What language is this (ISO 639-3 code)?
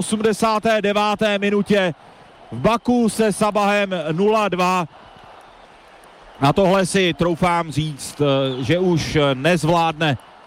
ces